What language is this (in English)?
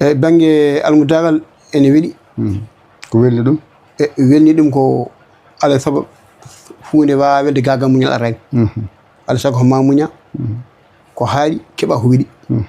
Fula